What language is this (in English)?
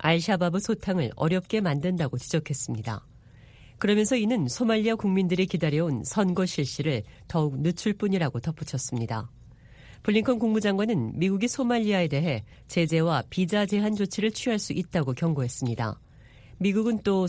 Korean